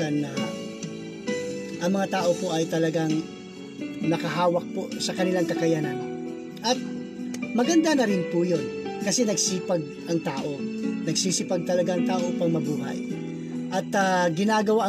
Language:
Filipino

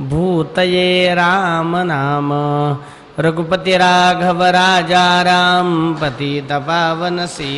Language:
Marathi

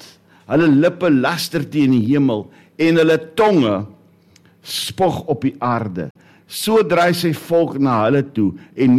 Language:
Afrikaans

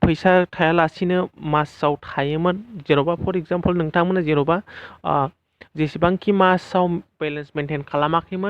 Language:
Bodo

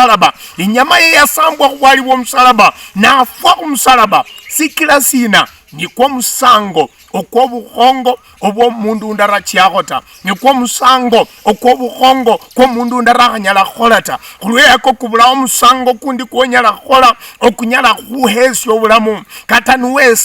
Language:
Luyia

